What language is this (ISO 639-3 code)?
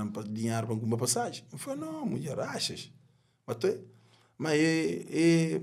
kea